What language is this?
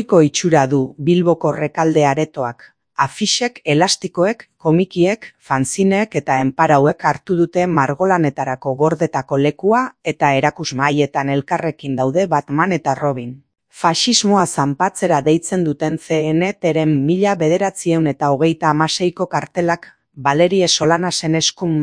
Basque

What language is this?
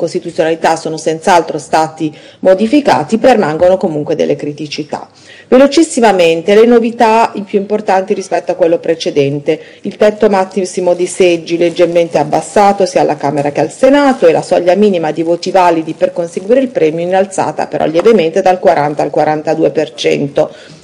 Italian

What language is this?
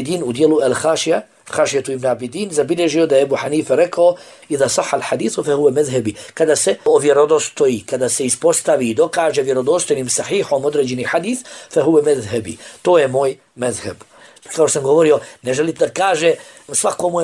Bosnian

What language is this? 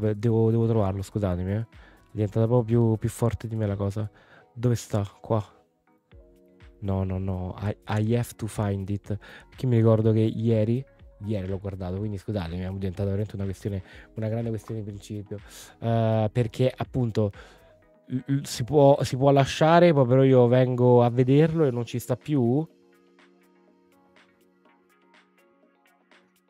Italian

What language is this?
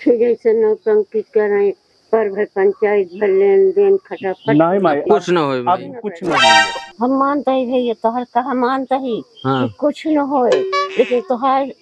Awadhi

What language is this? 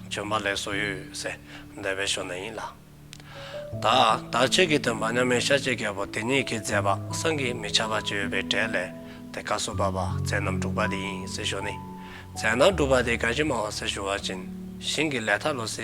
Dzongkha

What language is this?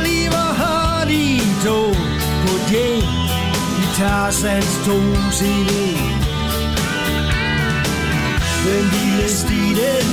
Danish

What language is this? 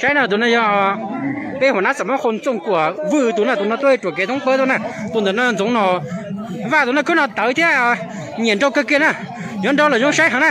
Hmong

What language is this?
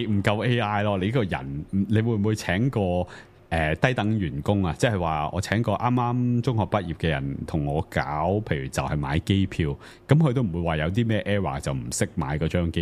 Cantonese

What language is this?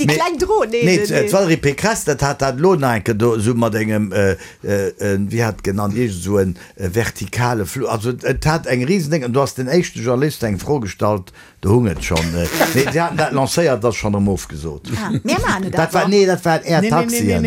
Luxembourgish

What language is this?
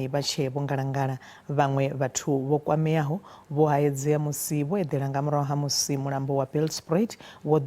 Venda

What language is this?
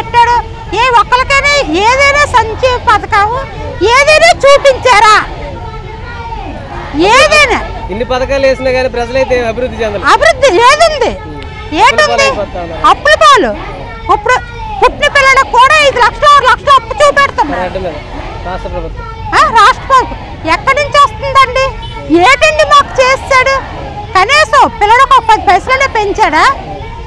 Telugu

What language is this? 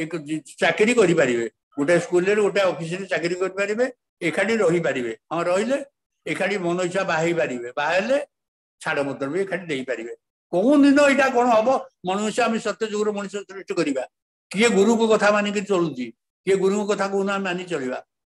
Odia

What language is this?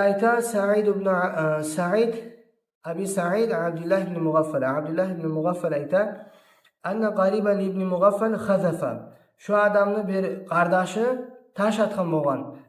Kumyk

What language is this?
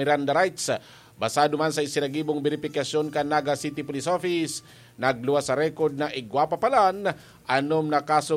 Bikol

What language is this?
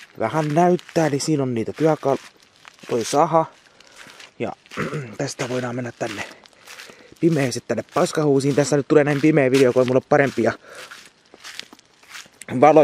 Finnish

